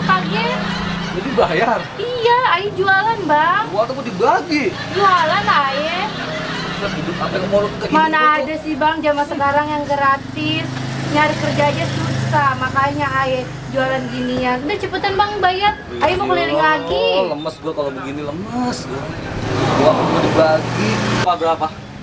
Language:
Betawi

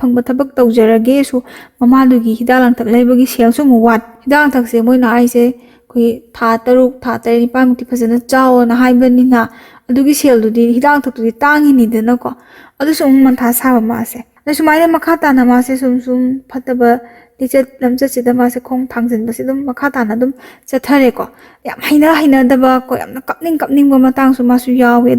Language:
Manipuri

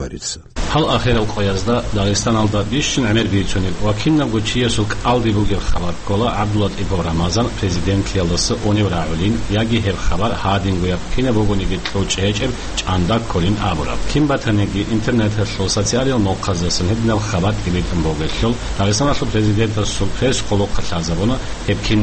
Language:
Avaric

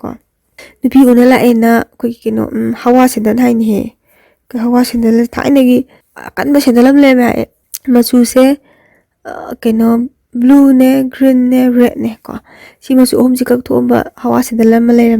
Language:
Manipuri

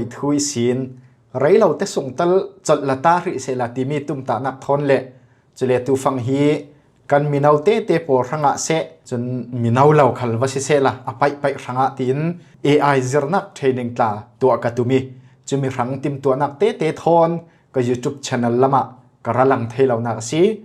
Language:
Falam Chin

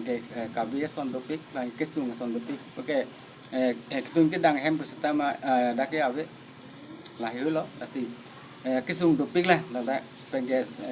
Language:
Karbi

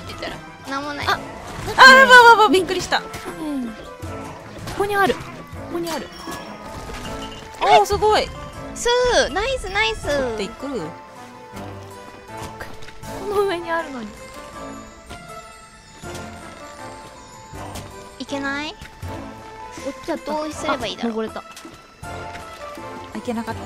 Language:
Japanese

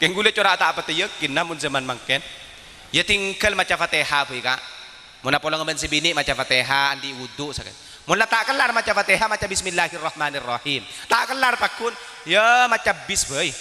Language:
Madurese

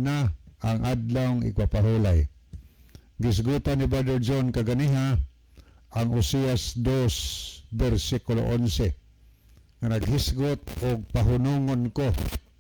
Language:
Cebuano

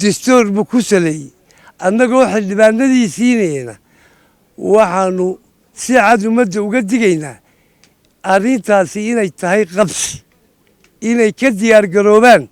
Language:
Somali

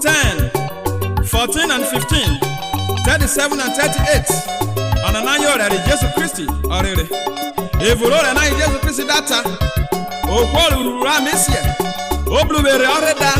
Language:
Urhobo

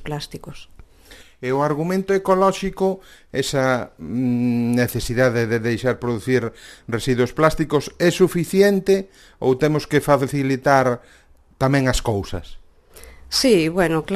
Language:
Galician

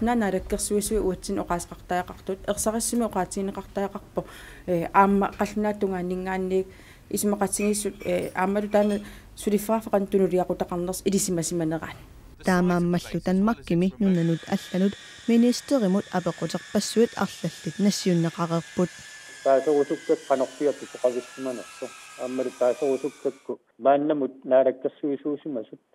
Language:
Kalaallisut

